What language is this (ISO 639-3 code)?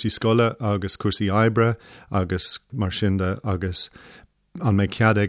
gle